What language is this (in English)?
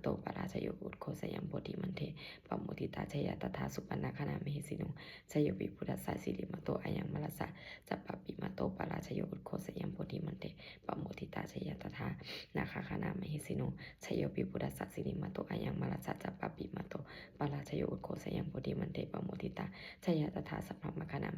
Pali